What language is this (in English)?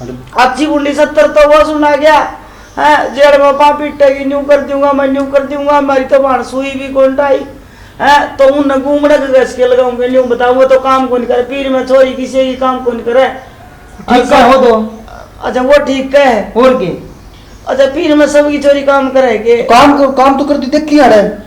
Haryanvi